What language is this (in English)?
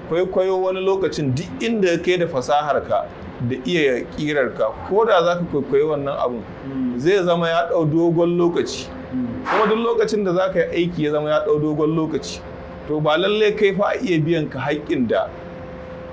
Hausa